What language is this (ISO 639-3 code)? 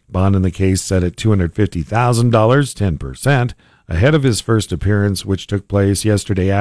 eng